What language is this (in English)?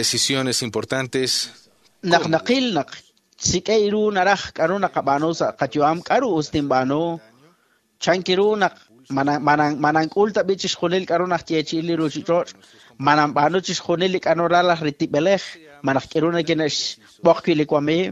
Kekchí